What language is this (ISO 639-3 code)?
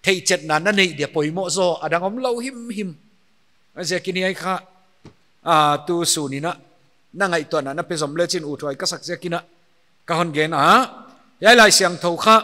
pck